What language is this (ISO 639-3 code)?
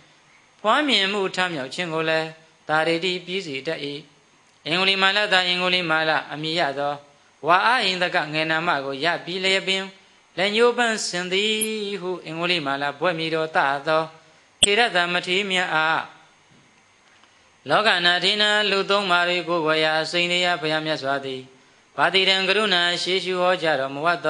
mya